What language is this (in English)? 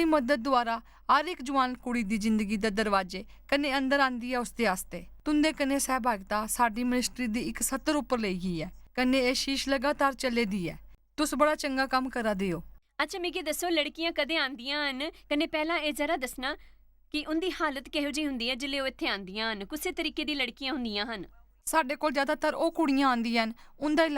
Dogri